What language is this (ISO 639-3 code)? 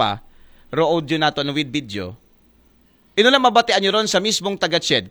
akl